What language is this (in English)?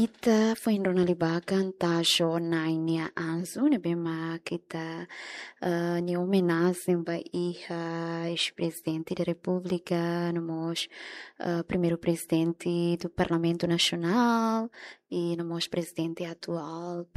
Tetum